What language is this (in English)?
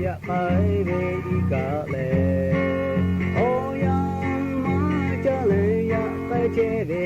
Lahu